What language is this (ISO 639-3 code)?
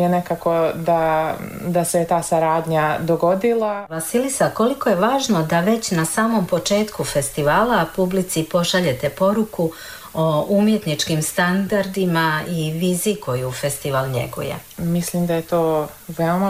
srp